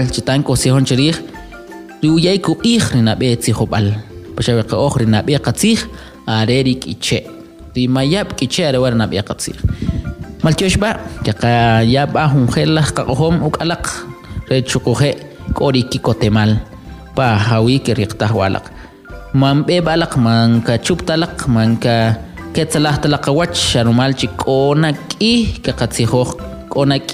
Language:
Kʼicheʼ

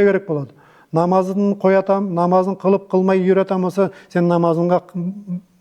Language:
Nogai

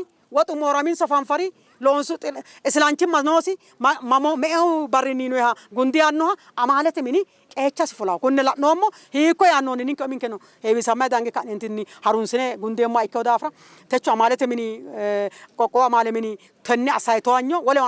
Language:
Sidamo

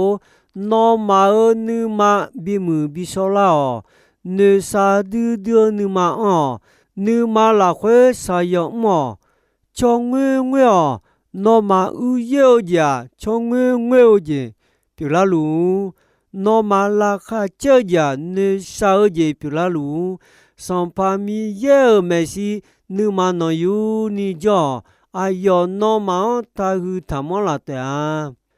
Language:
Akha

